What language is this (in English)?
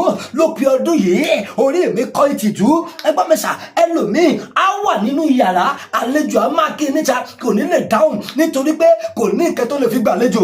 Yoruba